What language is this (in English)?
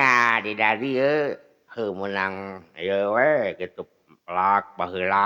Sundanese